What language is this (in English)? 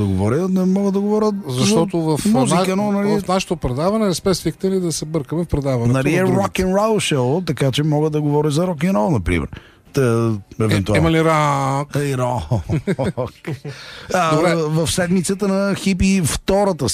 Bulgarian